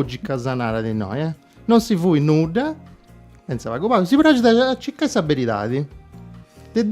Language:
Sardinian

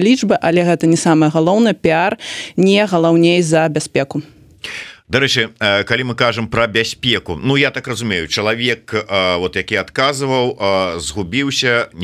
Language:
Belarusian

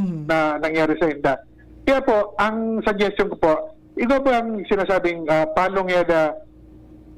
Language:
Bikol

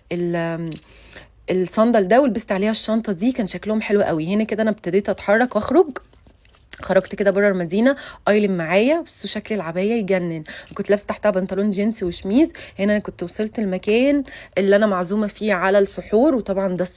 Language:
Egyptian Arabic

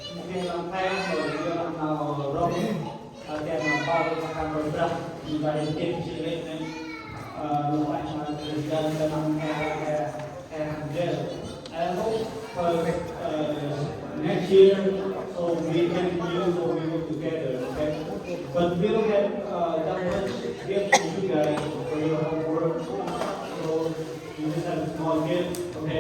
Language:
Central Mnong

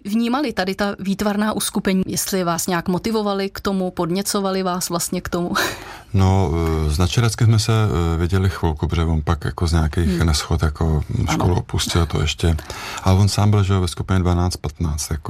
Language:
Czech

